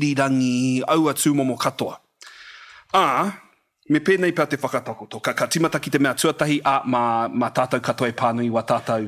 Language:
Māori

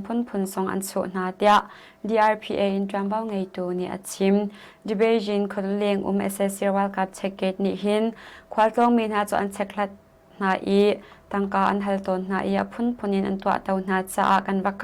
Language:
Hakha Chin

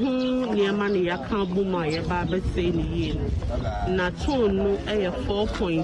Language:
Akan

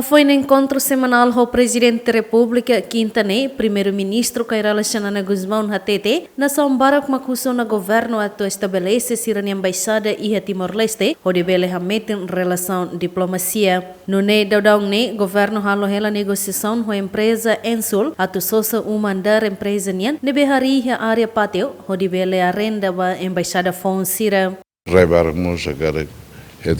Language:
Tetum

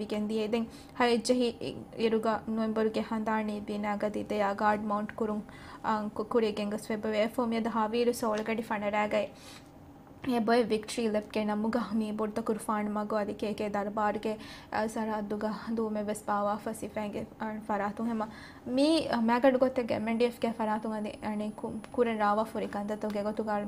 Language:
Divehi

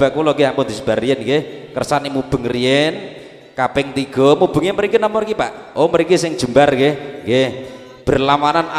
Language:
Javanese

